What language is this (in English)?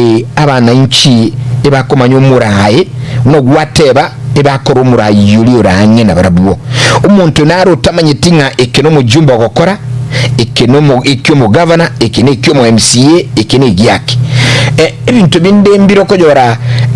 Gusii